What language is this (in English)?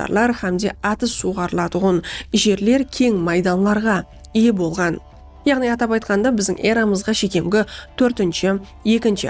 Kara-Kalpak